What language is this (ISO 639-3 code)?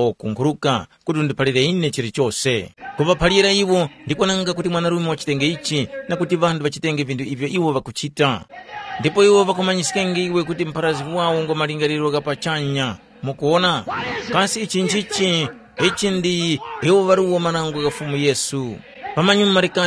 tum